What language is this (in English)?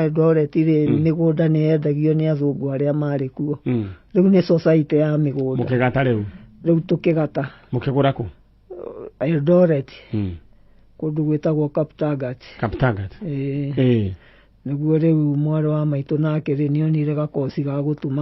Kikuyu